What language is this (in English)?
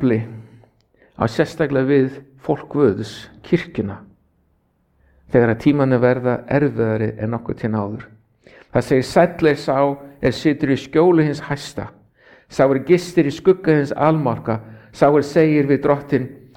Icelandic